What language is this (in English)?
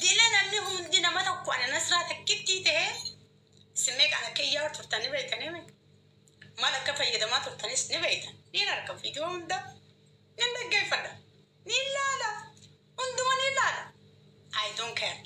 Oromo